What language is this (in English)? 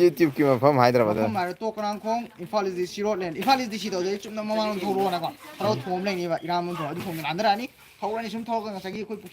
Manipuri